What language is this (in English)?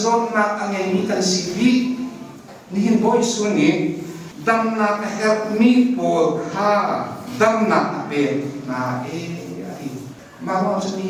Hakha Chin